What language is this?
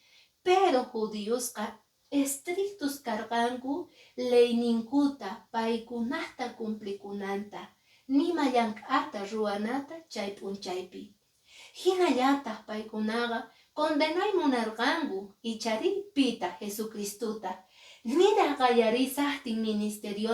Quechua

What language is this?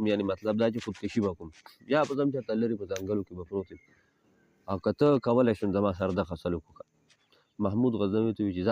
Pashto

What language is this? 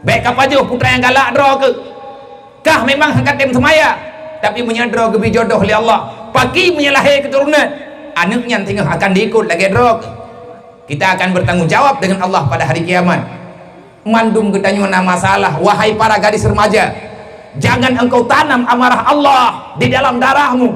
Achinese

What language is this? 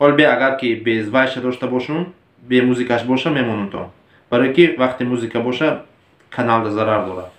Tajik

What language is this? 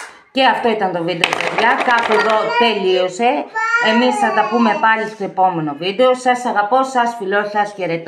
Greek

